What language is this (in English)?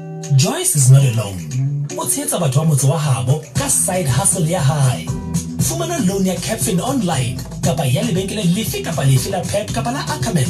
Southern Sotho